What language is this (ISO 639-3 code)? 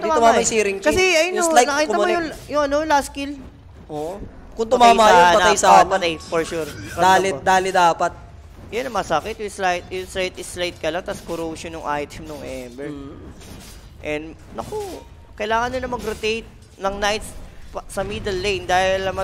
fil